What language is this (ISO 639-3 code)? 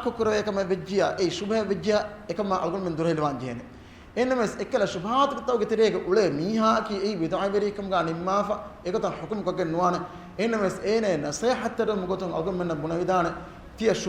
div